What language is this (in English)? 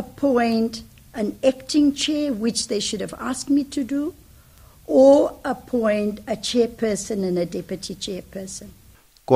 Tsonga